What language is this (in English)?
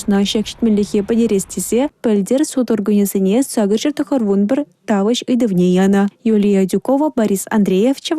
Chuvash